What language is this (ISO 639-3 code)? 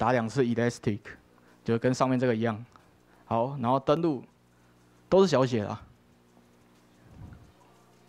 zho